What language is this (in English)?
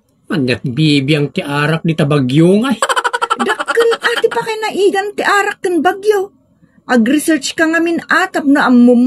Iloko